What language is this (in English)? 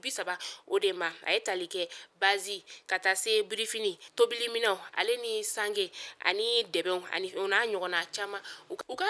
Bambara